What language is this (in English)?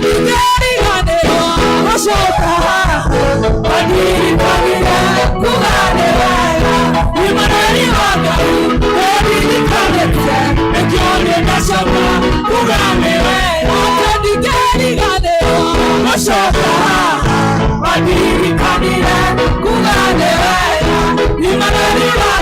Kikuyu